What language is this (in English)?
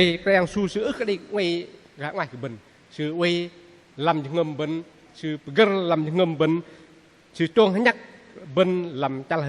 Bahnar